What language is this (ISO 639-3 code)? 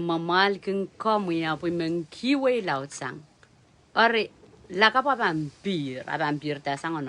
pon